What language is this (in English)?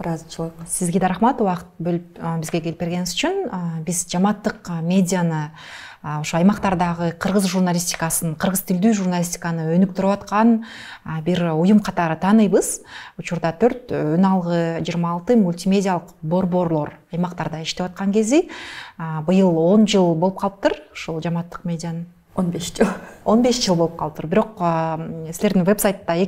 Kyrgyz